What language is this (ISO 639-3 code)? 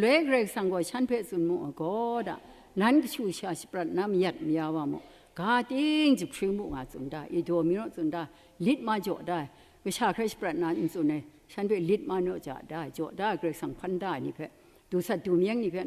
kac